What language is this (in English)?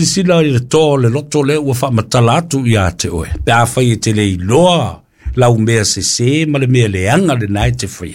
Samoan